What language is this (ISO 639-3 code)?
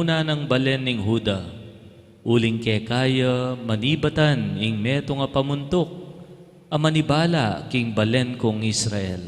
pam